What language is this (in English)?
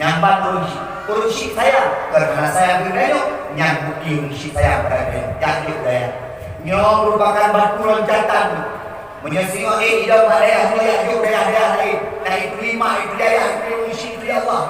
Achinese